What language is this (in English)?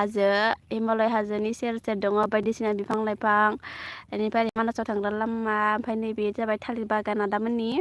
Bodo